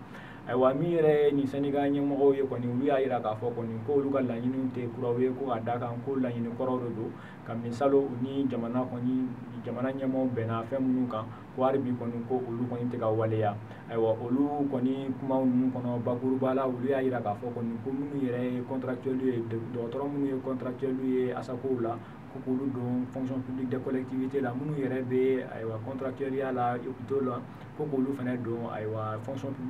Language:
Bambara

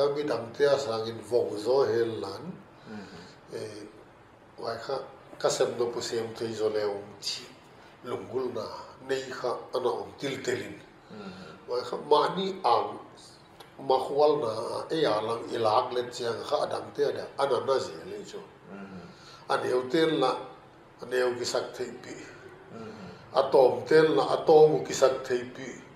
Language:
Paite Chin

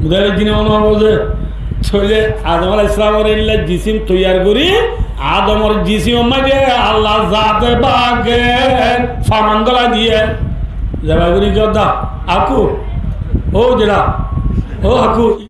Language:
Rohingya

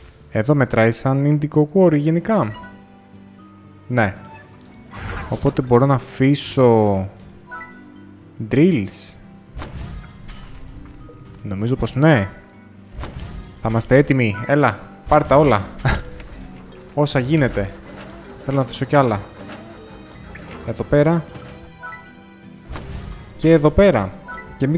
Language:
Greek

